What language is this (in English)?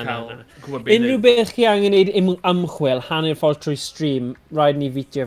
Welsh